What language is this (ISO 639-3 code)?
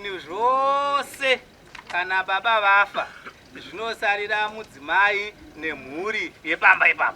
sna